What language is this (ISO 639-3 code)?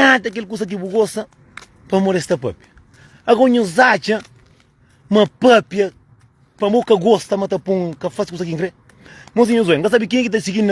kea